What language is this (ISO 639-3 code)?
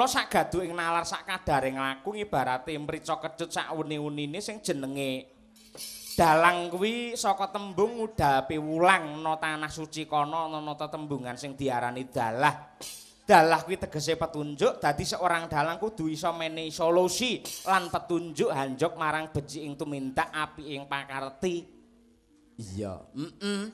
jav